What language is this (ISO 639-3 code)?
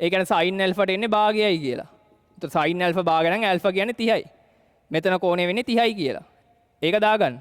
sin